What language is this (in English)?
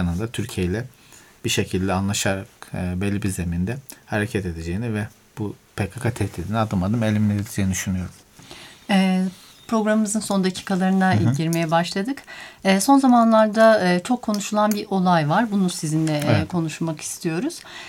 Turkish